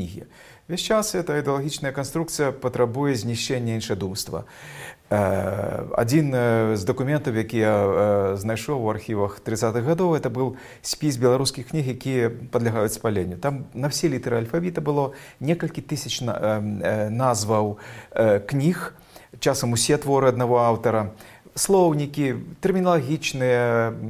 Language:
Belarusian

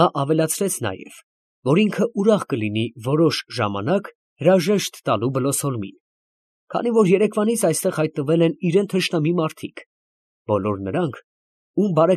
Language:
Armenian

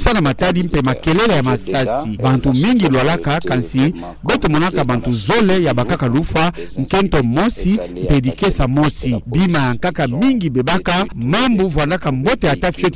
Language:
Kituba (Democratic Republic of Congo)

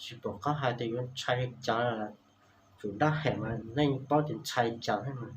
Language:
Hmong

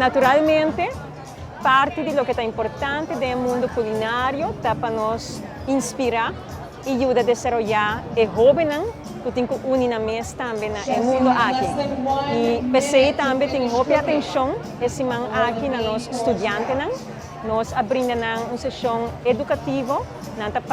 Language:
Papiamento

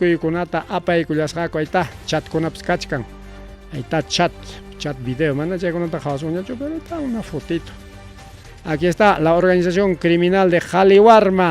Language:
Ayacucho Quechua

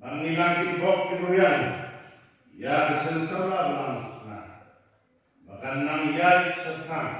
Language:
Khasi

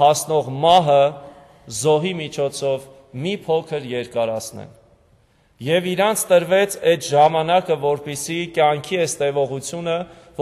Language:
Armenian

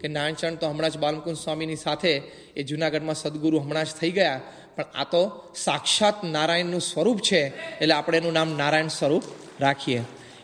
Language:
Gujarati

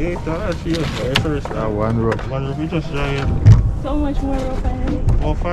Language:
Jamaican Creole English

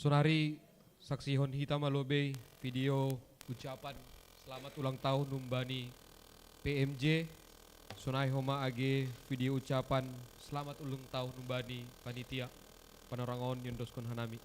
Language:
Batak Simalungun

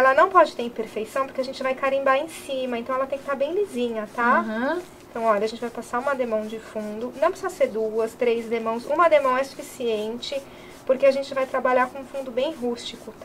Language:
Portuguese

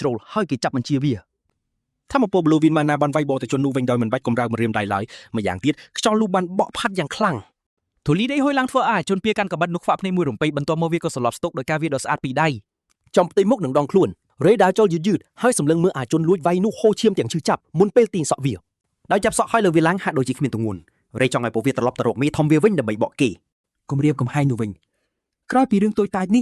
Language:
Khmer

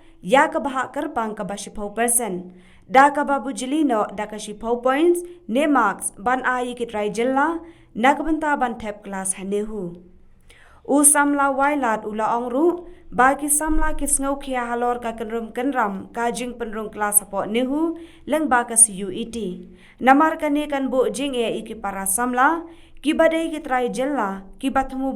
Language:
Khasi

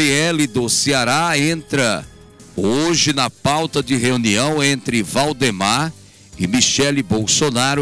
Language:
Portuguese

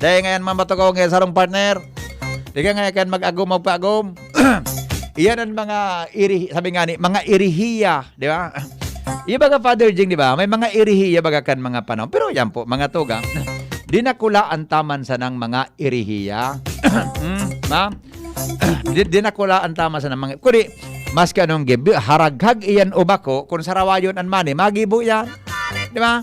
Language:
Bikol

